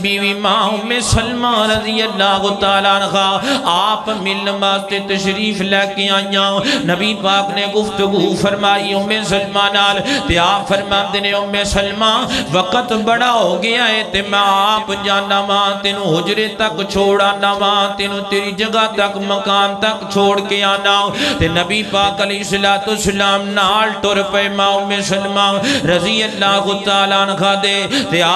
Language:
Western Panjabi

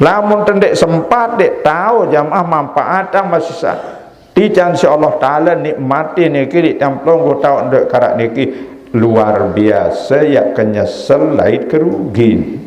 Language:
Sasak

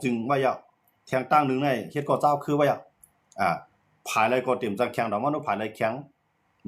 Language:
Shan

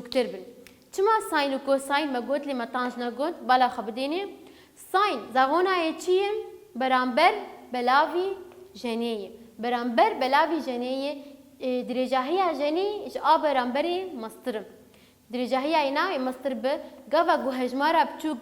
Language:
Kurdish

